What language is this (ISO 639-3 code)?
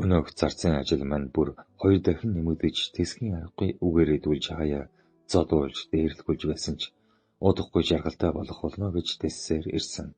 mon